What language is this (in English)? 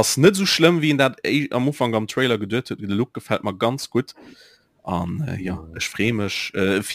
Luxembourgish